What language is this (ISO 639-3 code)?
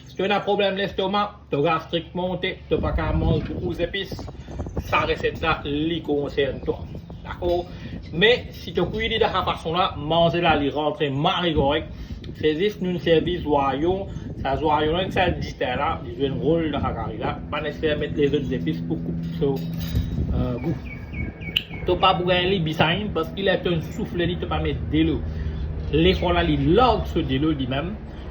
mfe